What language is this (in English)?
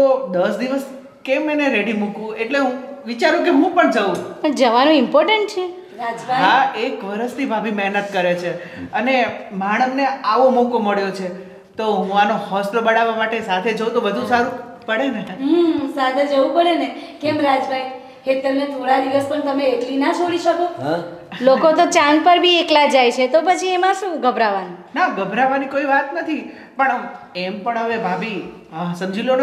Gujarati